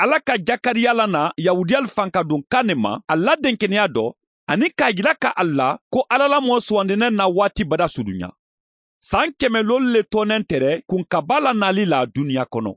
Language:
Bambara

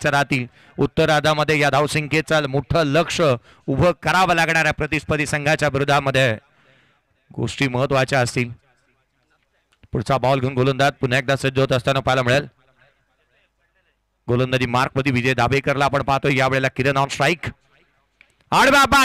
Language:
Marathi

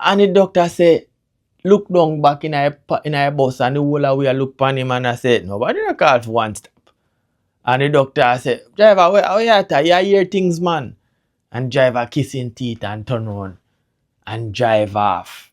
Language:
Jamaican Creole English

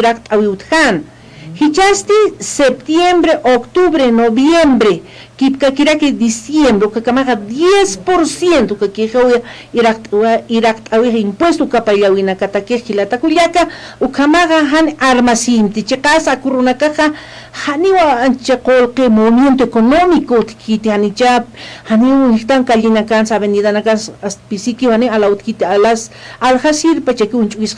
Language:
Aymara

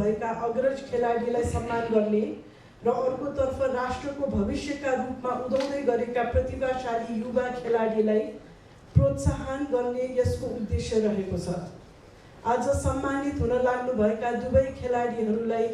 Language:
Nepali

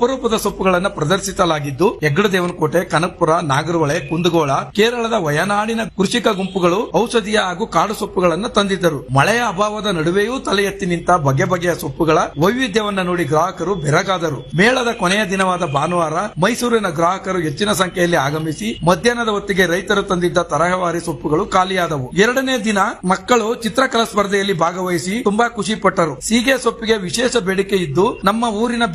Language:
Kannada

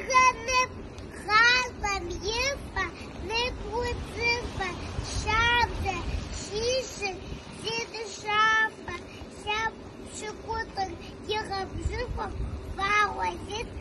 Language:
Kabardian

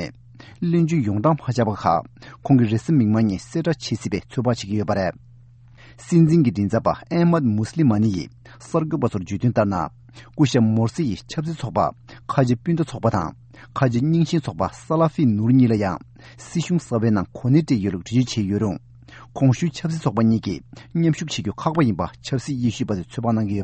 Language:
Tibetan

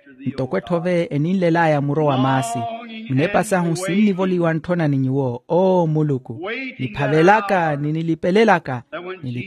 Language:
Makhuwa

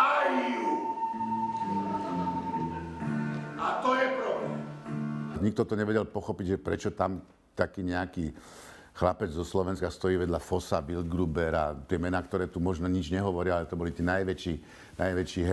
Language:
Slovak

